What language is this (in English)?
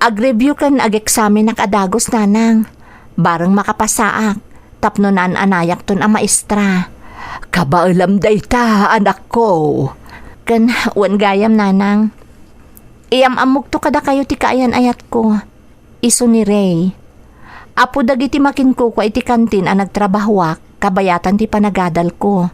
Iloko